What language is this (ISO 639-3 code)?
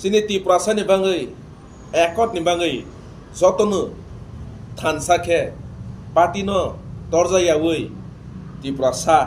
trp